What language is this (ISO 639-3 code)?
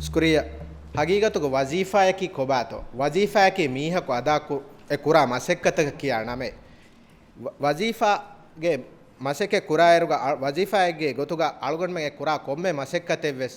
div